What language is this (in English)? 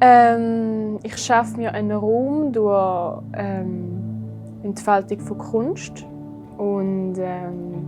Swiss German